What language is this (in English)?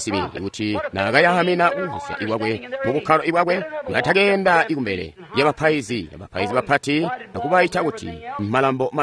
Tonga (Zambia)